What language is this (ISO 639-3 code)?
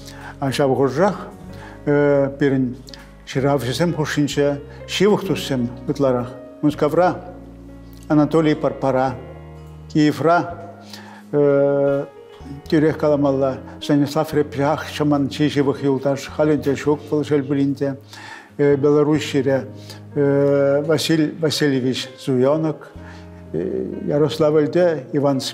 chv